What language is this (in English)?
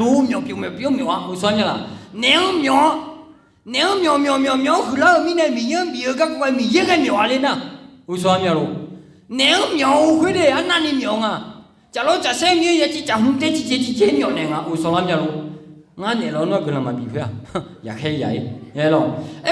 Akha